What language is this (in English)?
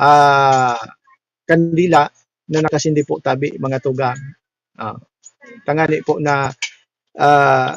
Bikol